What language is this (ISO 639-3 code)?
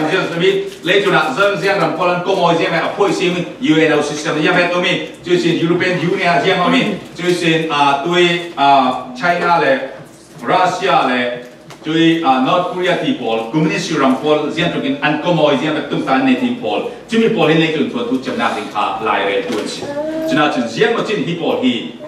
cfm